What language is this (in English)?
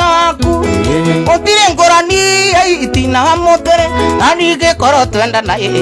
Kikuyu